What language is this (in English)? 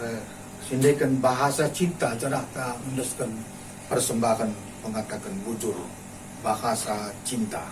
Batak Karo